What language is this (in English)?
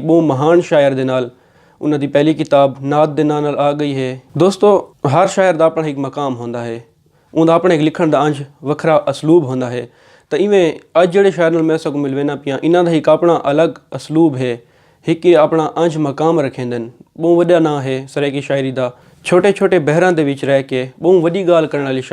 Saraiki